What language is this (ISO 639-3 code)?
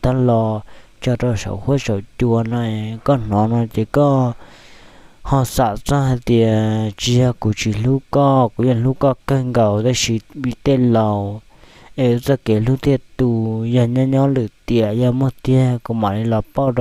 hmn